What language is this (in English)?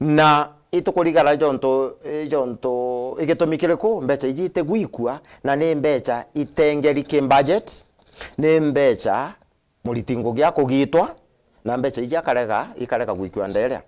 Meru